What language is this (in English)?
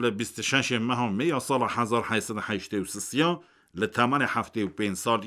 Kurdish